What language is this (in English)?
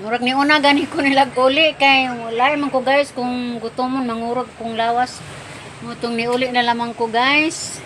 Cebuano